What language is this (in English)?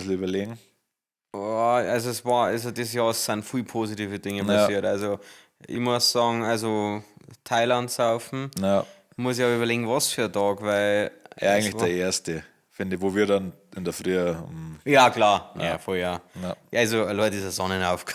Bavarian